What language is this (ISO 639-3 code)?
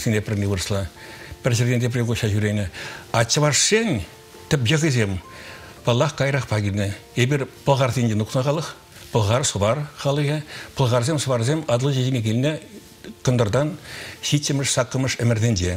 chv